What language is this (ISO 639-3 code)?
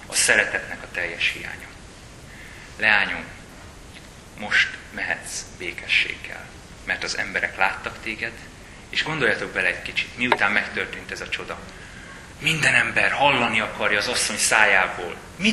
hun